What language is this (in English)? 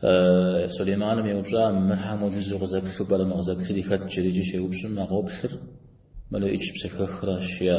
Kabardian